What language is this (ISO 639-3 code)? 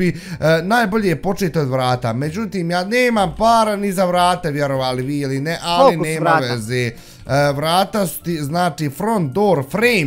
bos